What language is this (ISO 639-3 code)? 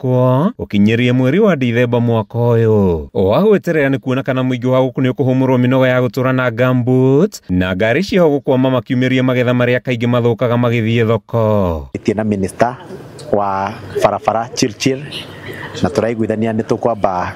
kik